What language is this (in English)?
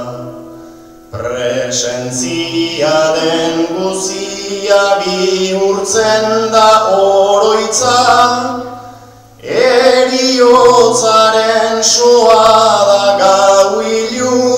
Basque